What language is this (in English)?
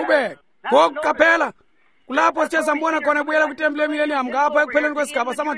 Xhosa